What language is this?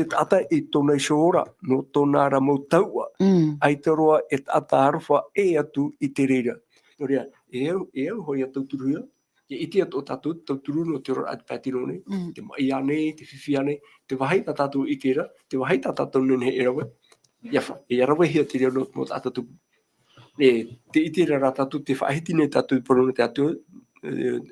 Tahitian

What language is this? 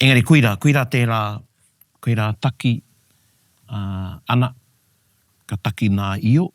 Māori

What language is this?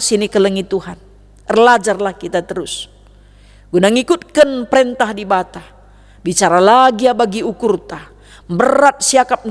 Batak Karo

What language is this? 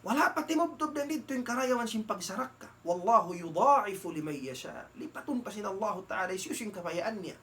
Tausug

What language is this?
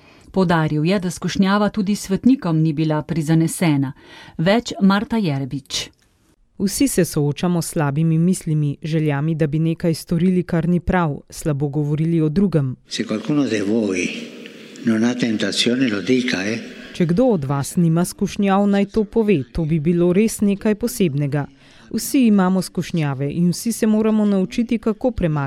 Slovenian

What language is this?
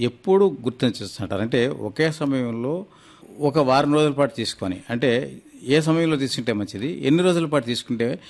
Telugu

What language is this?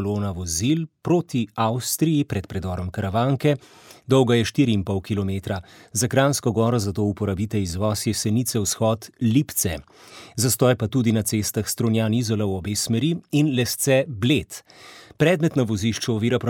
Slovenian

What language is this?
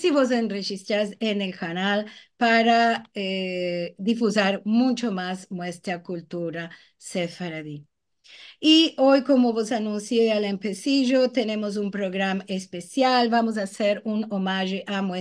Ladino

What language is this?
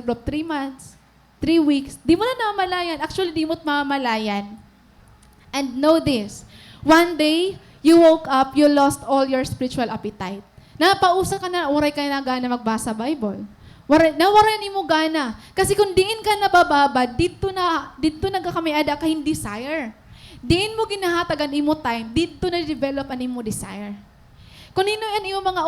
Waray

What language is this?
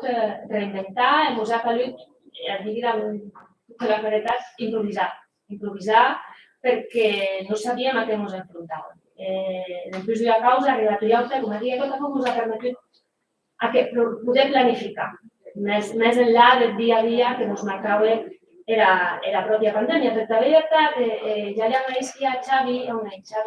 Occitan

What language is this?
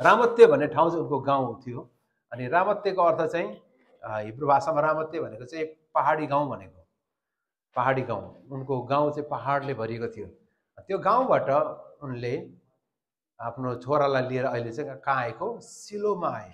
Nepali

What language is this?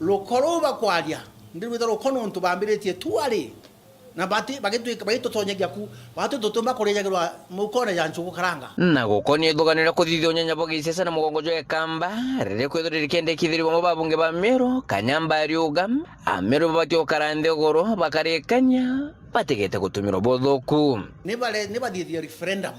Meru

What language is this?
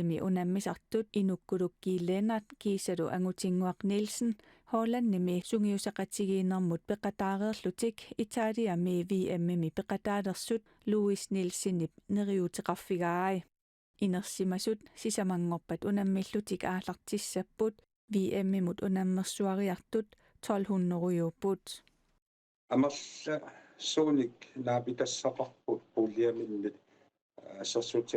Kalaallisut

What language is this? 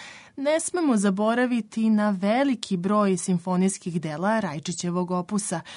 Serbian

